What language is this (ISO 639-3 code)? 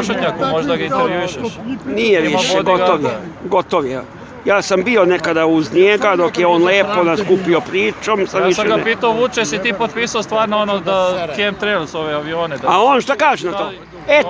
srp